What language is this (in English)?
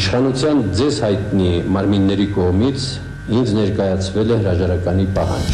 Armenian